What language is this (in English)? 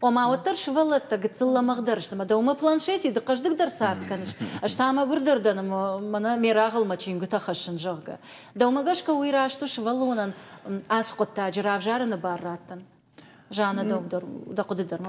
Ossetic